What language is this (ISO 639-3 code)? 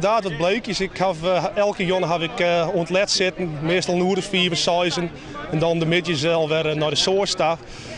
fry